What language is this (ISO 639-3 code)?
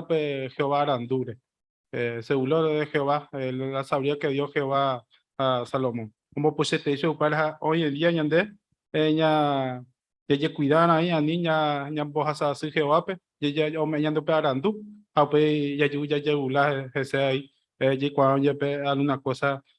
grn